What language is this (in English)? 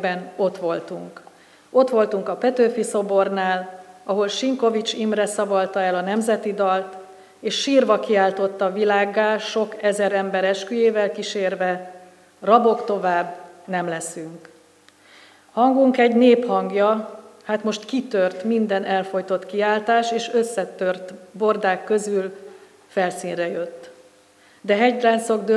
Hungarian